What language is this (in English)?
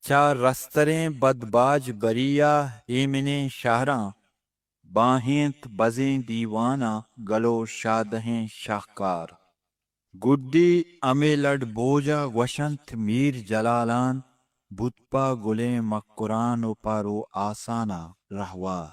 Eastern Balochi